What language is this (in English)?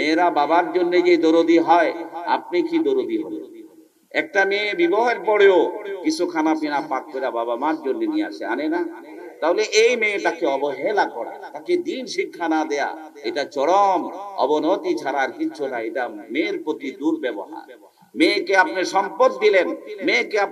Bangla